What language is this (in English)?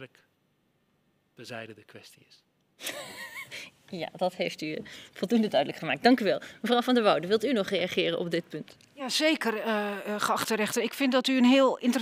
Dutch